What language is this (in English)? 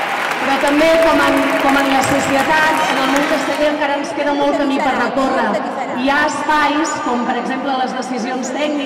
Catalan